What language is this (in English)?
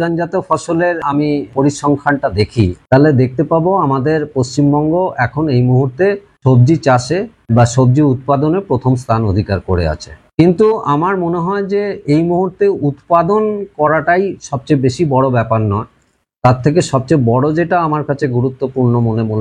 Bangla